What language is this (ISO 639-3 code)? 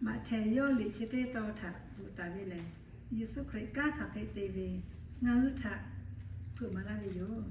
lhu